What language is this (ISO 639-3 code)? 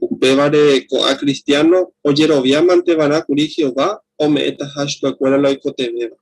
grn